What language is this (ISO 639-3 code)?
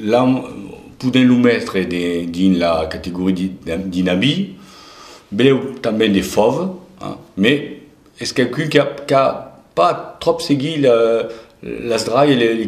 oci